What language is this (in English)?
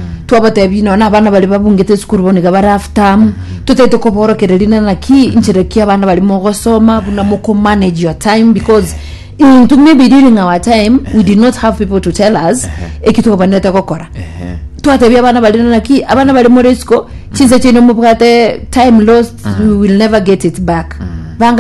Gusii